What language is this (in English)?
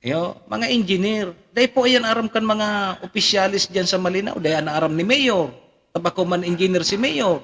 Bikol